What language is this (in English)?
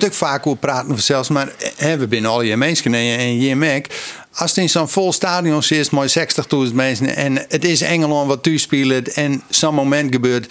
Western Frisian